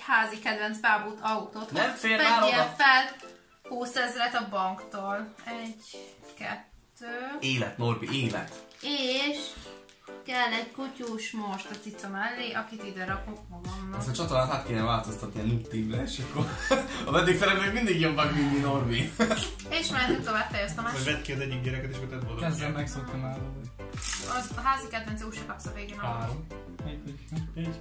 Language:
Hungarian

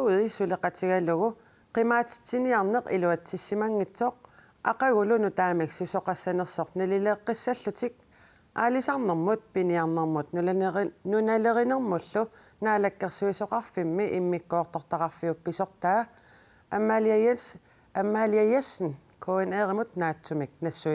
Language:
Kalaallisut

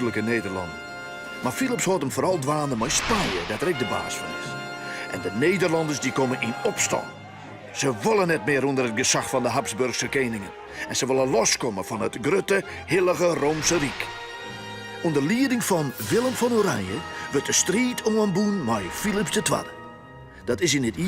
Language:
Western Frisian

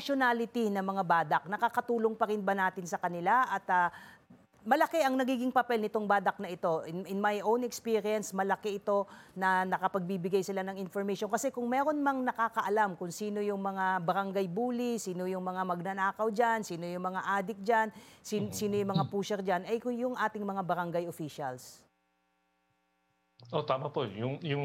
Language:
Filipino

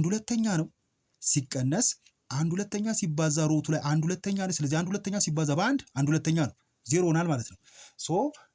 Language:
Amharic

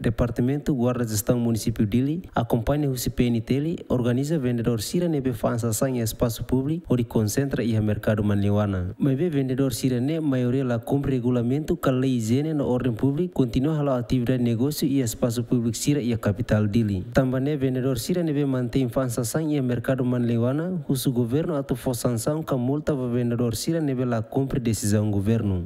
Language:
Tetum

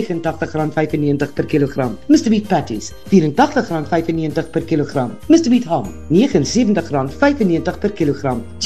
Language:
Afrikaans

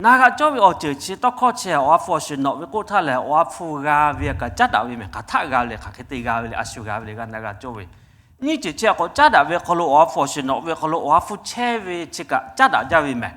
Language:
Lahu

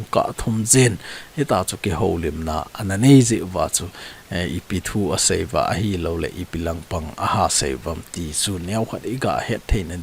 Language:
Thado Chin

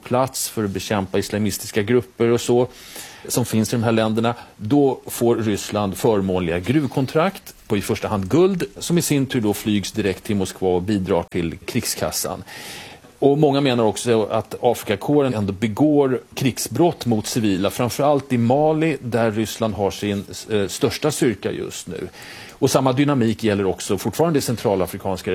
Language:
Swedish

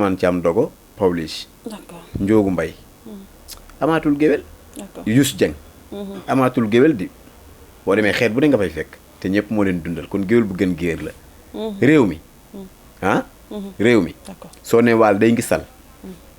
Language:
Wolof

